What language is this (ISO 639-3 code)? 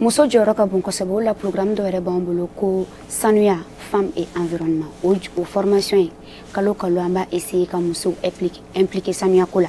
bam